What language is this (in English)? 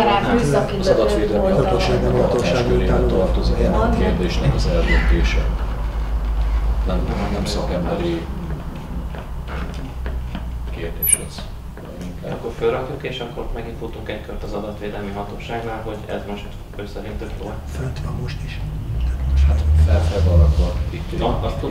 Hungarian